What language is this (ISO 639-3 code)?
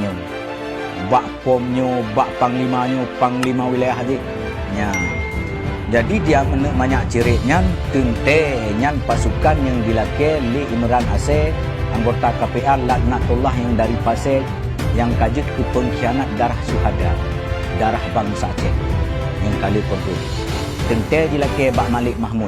ace